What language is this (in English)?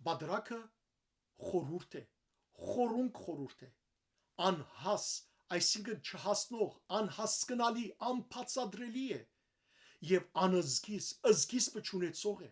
Western Armenian